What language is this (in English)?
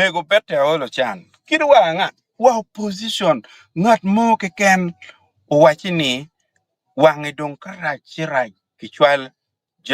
Acoli